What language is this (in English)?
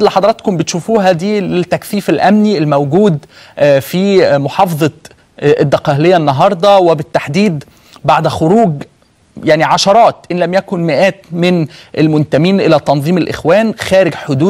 Egyptian Arabic